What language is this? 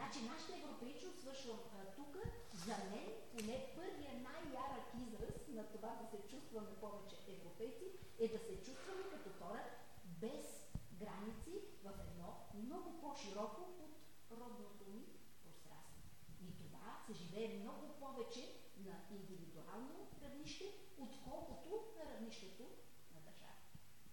Bulgarian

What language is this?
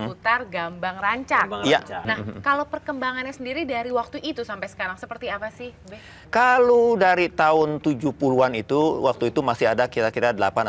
Betawi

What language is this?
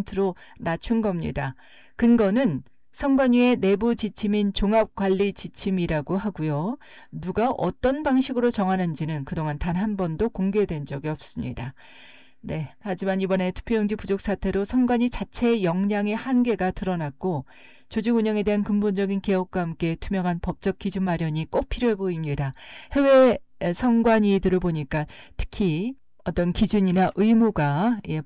Korean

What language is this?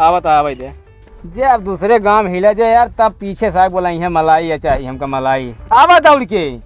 Awadhi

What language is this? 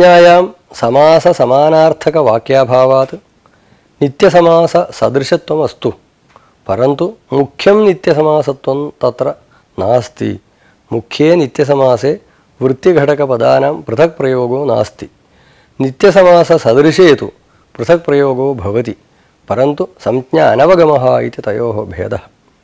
Sanskrit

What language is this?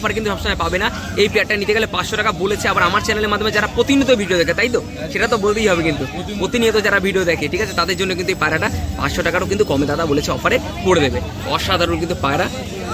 Bangla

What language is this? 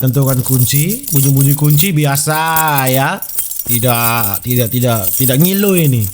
Manado Malay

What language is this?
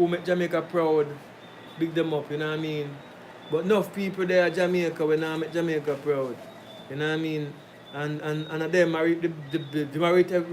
Jamaican Creole English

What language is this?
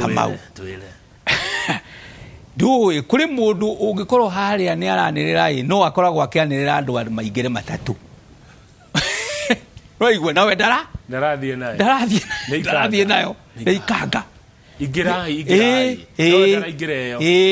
Kikuyu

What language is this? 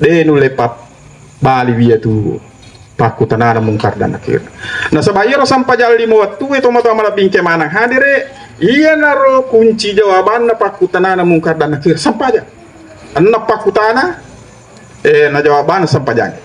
Buginese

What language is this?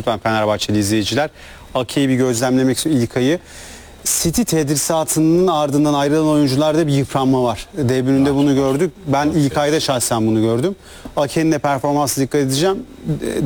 Turkish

